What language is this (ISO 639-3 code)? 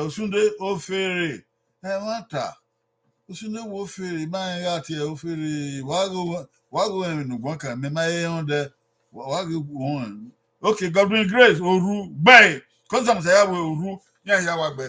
bin